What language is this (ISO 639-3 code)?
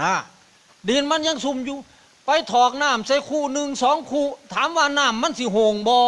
tts